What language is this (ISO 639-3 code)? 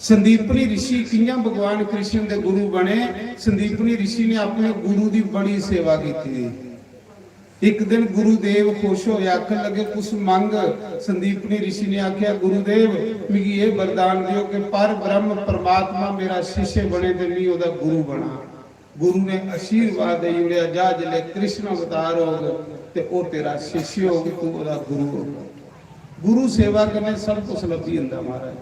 doi